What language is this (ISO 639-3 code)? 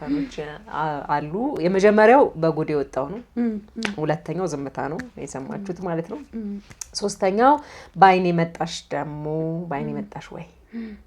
amh